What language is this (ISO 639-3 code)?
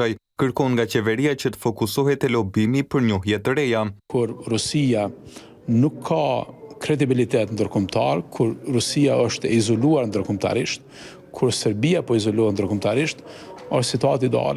sqi